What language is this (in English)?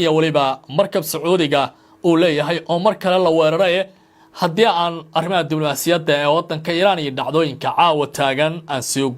Somali